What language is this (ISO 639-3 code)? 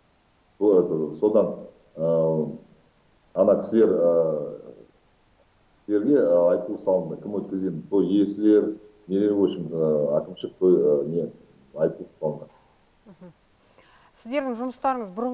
kaz